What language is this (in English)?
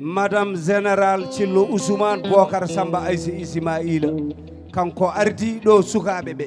Fula